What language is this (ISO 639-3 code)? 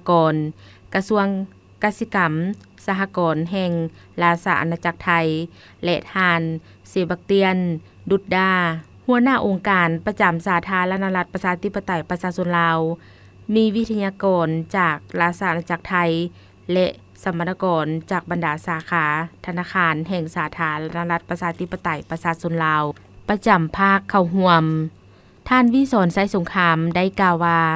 lao